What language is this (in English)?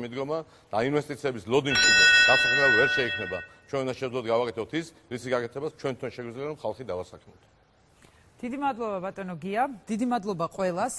Georgian